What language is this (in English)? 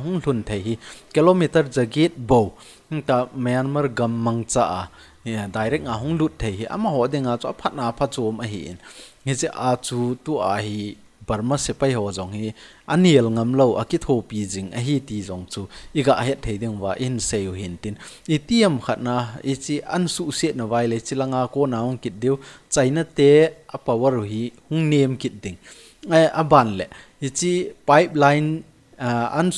Thado Chin